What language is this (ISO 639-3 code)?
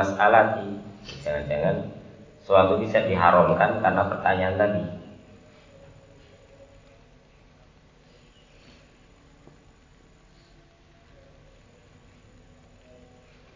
ind